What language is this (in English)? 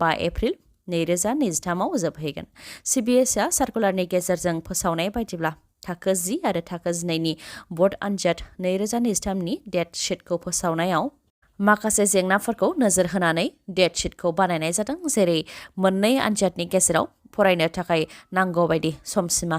Bodo